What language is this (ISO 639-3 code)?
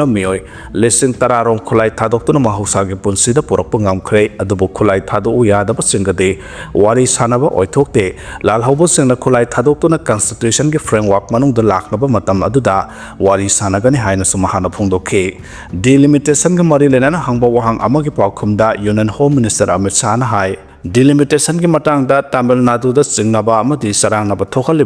mni